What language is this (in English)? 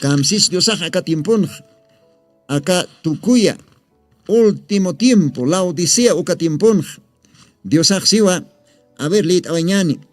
Aymara